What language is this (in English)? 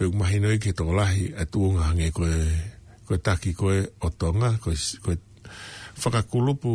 Tongan